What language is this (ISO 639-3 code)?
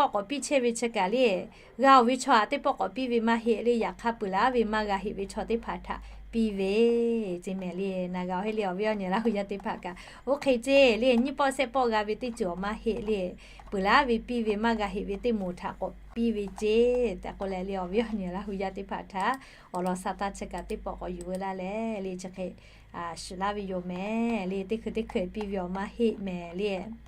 lhu